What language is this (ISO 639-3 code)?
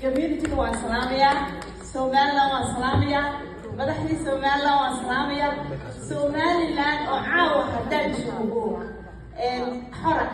som